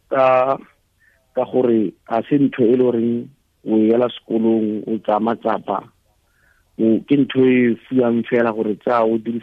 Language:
Tswana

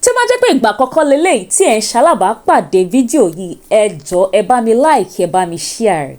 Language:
Yoruba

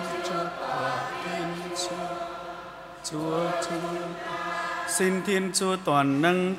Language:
Vietnamese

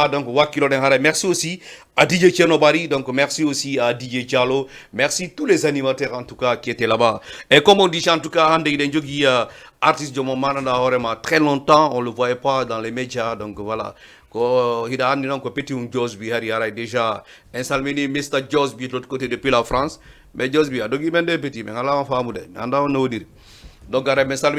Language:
Fula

